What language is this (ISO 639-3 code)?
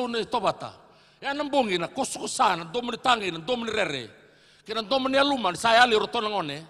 fij